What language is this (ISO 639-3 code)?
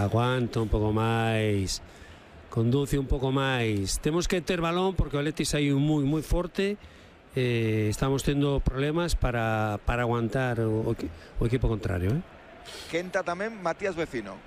glg